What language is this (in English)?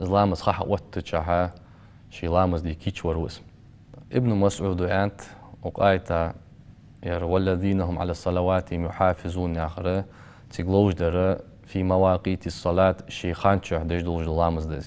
Ingush